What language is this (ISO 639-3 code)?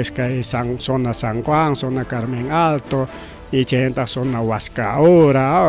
quy